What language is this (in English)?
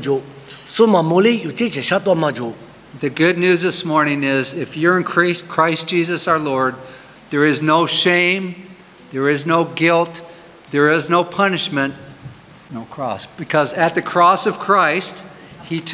Lisu